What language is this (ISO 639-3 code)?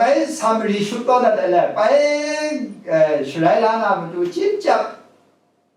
kac